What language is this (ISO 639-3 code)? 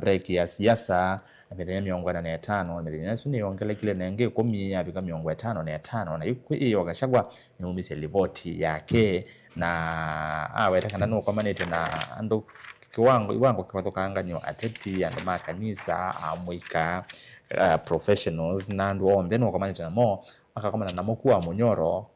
kam